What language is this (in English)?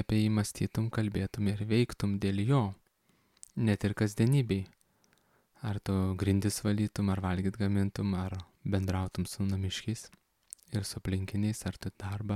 Lithuanian